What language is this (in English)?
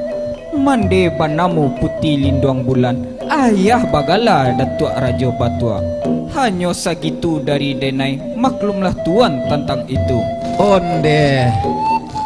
Minangkabau